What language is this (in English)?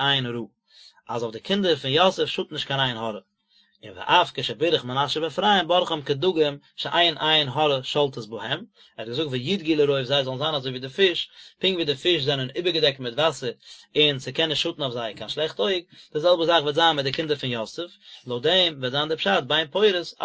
Yiddish